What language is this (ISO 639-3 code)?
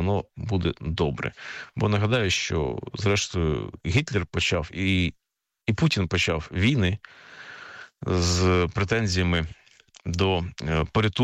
ukr